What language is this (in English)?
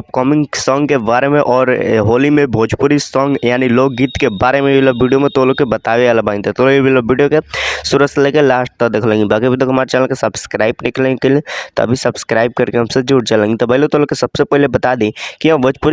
Bhojpuri